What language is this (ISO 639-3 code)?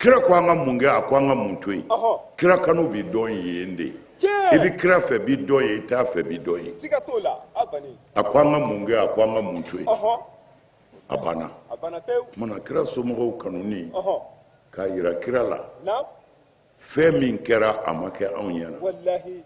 bam